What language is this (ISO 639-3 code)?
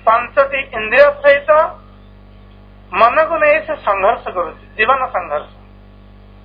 ori